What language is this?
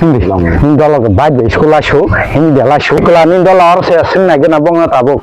Kok Borok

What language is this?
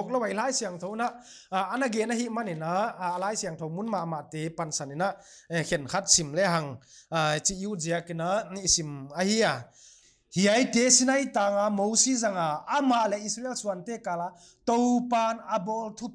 Paite Chin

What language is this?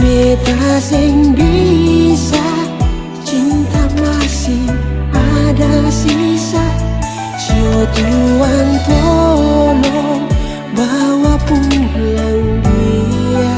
Ambonese Malay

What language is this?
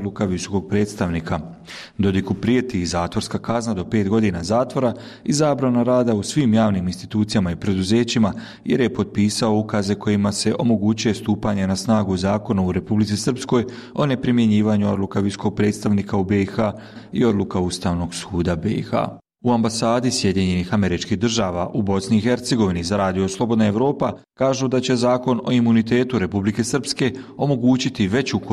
Bosnian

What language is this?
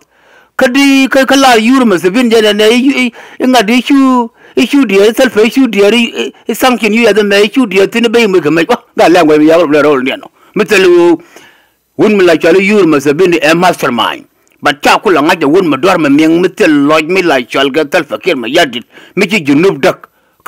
Nuer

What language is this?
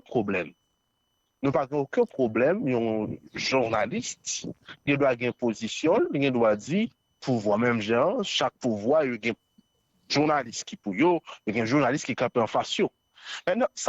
Haitian Creole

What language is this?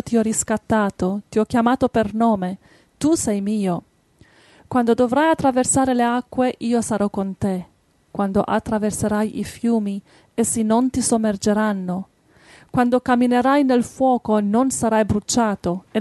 Italian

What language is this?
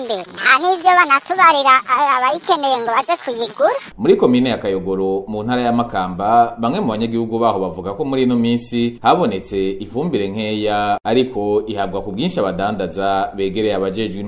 Rundi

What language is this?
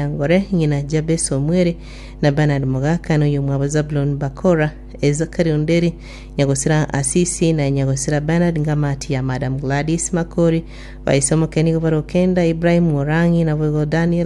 Gusii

